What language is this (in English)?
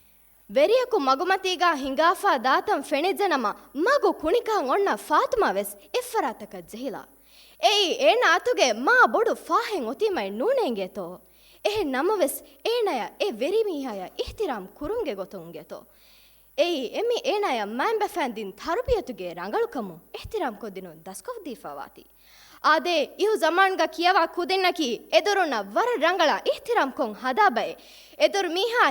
Divehi